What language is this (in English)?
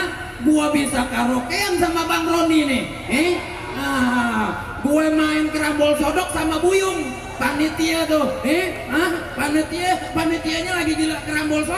Betawi